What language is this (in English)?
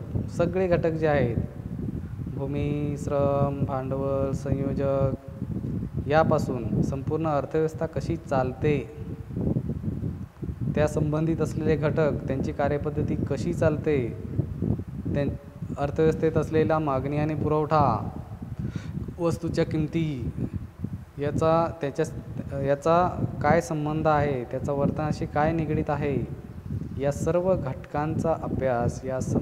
Marathi